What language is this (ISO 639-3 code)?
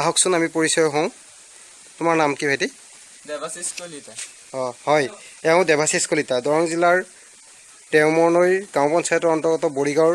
asm